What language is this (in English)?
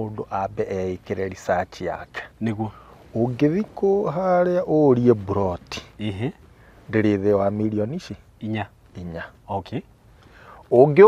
Kikuyu